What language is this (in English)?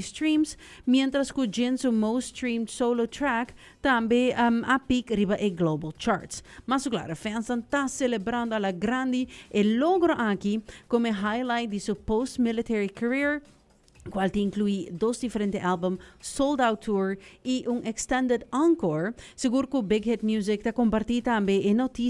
Papiamento